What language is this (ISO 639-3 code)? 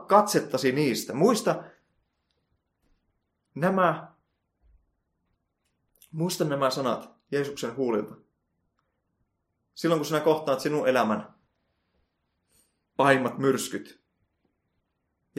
fin